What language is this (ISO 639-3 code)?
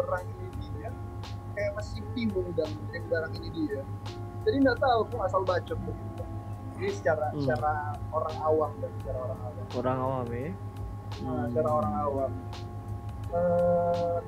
xmm